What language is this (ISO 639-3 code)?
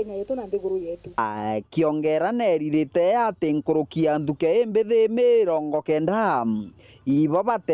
mer